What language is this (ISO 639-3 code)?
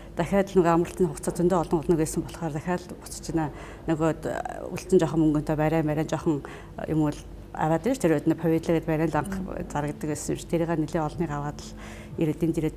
mon